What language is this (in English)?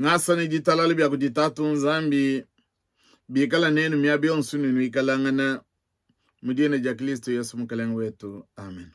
Luba-Lulua